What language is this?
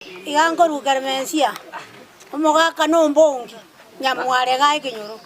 Gusii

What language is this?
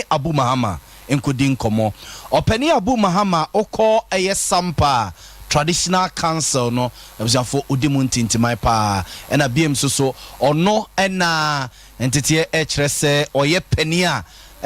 Akan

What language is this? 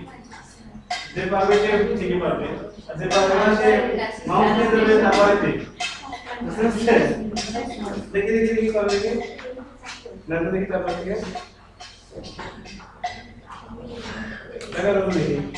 Bangla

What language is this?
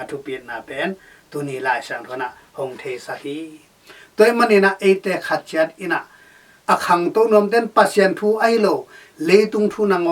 Tedim Chin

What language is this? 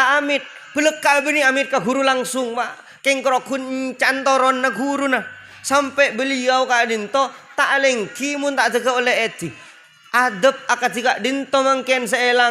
Madurese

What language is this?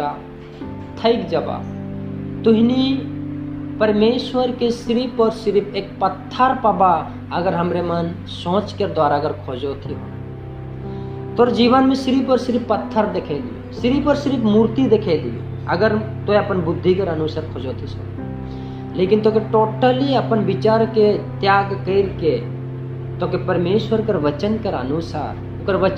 Sadri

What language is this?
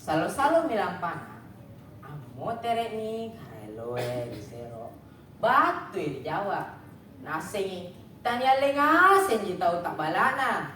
Makasar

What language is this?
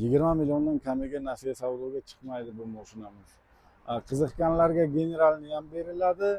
Uzbek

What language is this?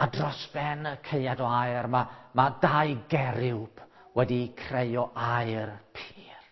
Welsh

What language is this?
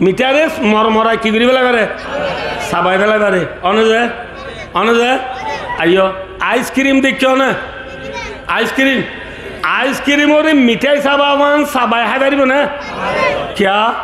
Rohingya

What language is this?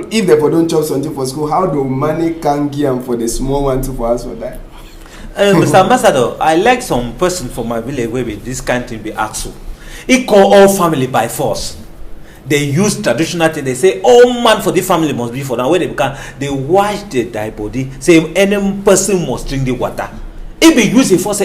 Cameroon Pidgin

